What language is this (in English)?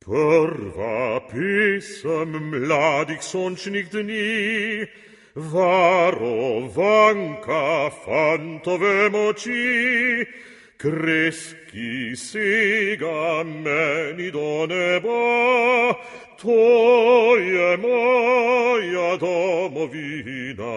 Slovenian